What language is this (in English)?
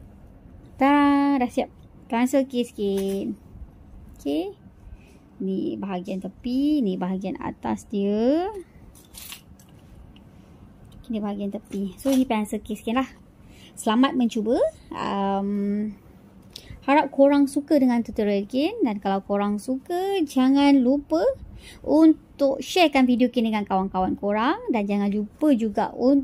Malay